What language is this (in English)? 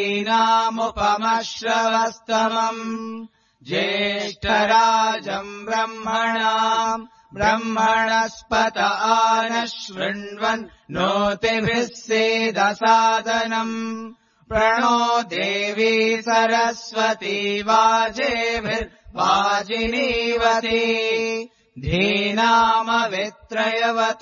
Sanskrit